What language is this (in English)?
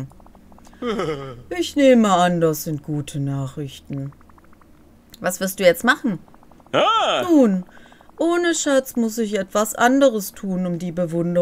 German